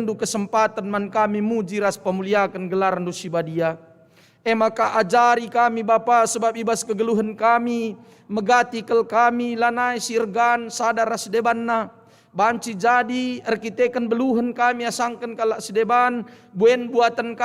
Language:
Batak Karo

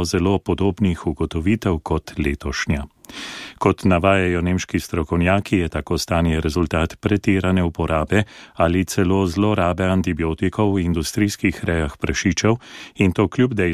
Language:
Slovenian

